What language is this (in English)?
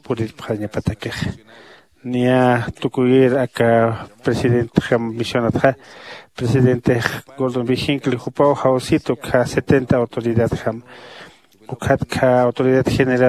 Aymara